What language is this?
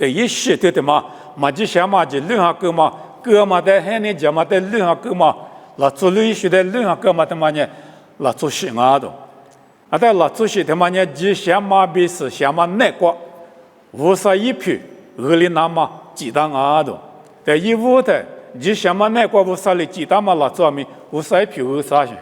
Lisu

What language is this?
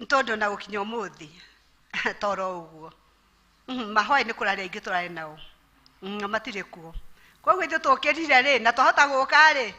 Kikuyu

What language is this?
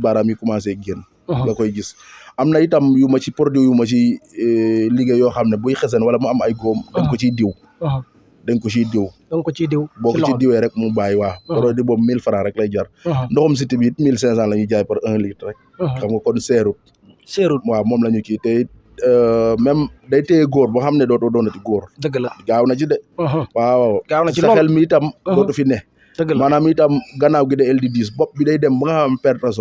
Wolof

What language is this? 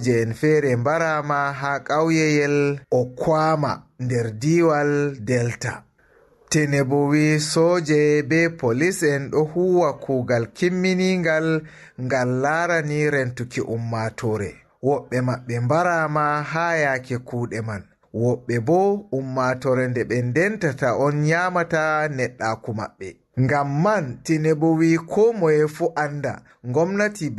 Fula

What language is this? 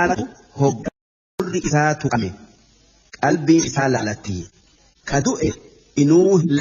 Oromo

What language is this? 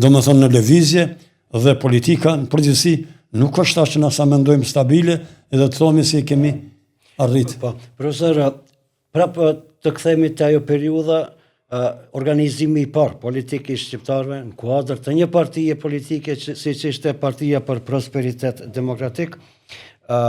Albanian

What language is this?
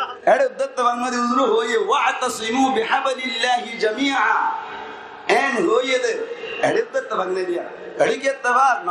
Rohingya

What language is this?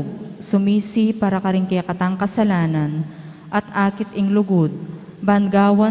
Pampanga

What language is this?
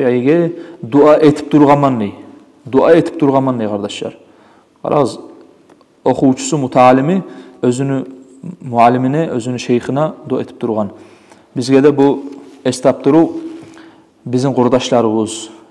Kumyk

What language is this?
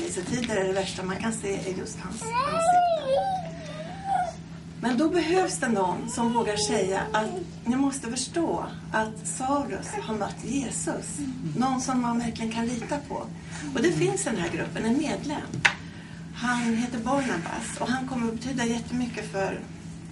Swedish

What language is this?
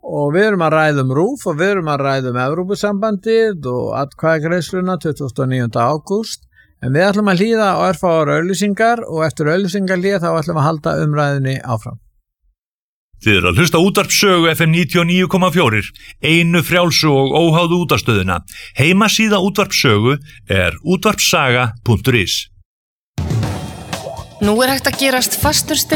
Icelandic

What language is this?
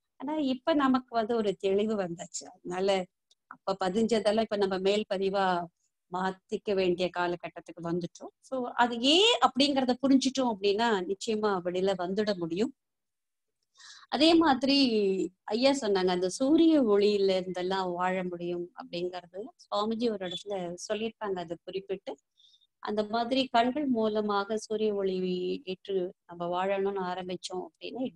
Tamil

